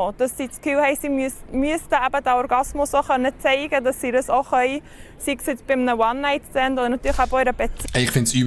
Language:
Swiss German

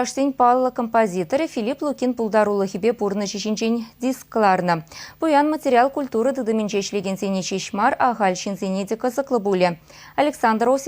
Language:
Chuvash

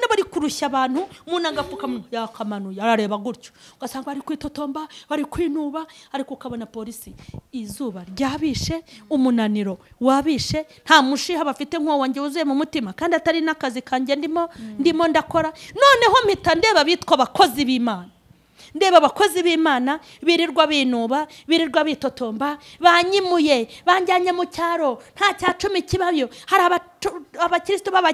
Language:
Kinyarwanda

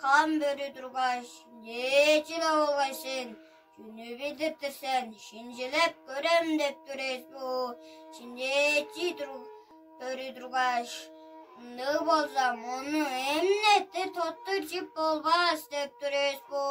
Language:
Tuvinian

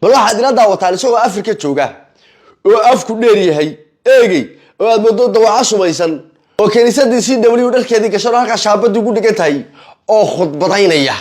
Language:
Somali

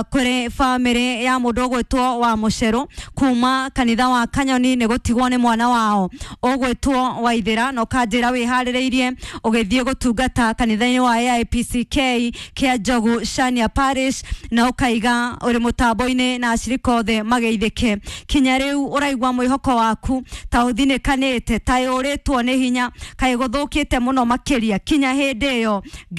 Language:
Kikuyu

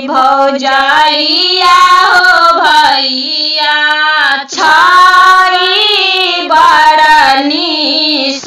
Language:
Maithili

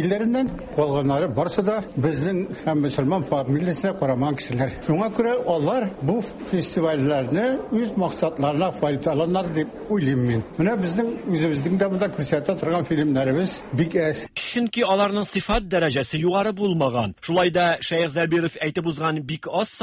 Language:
Tatar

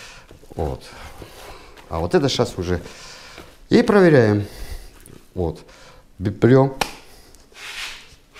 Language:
Russian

